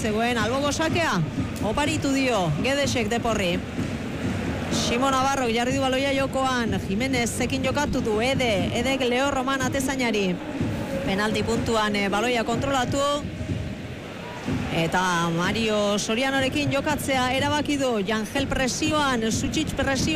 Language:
Basque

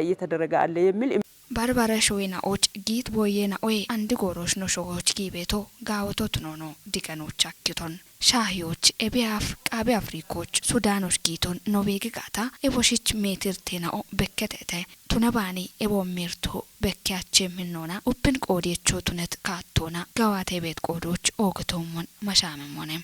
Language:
Kafa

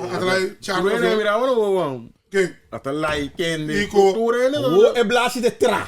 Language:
Papiamento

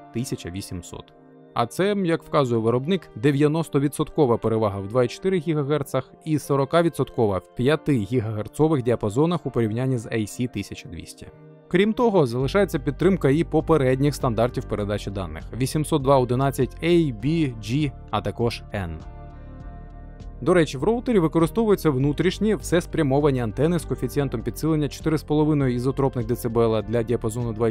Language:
Ukrainian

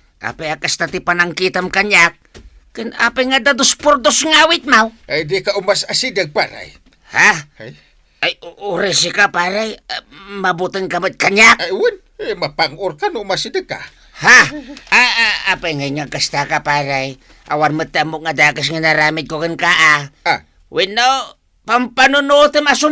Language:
Iloko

